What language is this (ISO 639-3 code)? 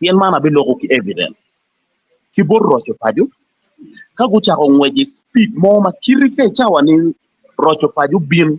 ach